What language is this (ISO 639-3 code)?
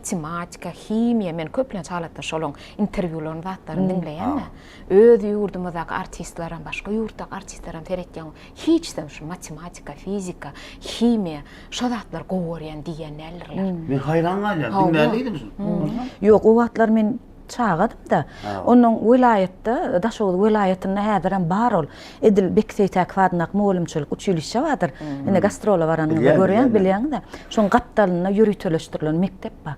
tuk